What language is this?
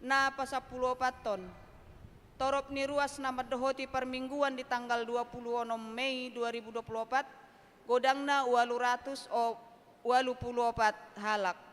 Batak Toba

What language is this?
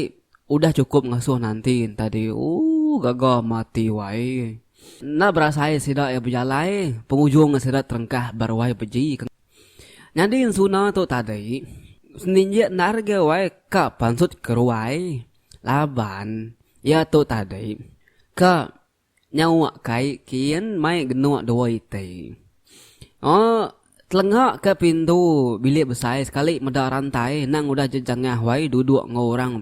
Iban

